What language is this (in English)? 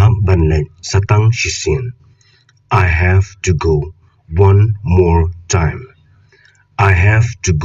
Khasi